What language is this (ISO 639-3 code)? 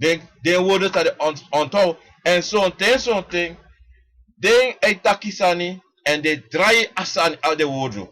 srn